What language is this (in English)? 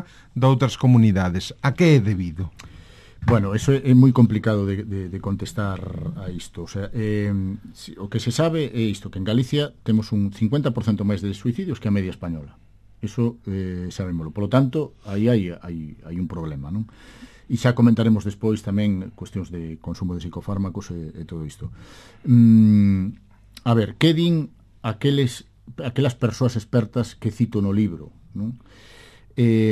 Galician